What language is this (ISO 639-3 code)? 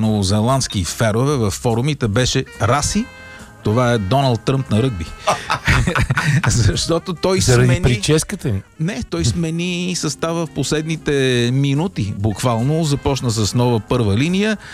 bul